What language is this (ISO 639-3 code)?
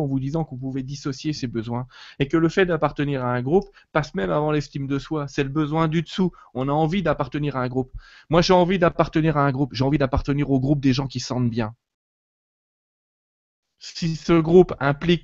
fra